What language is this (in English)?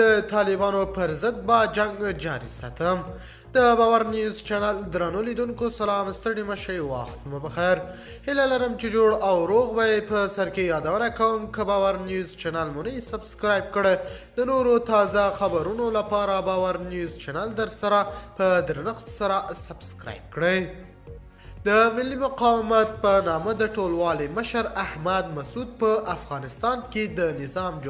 Pashto